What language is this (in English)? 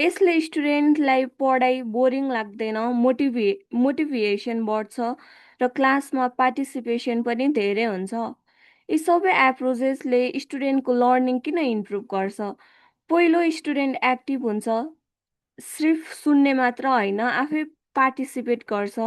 Nepali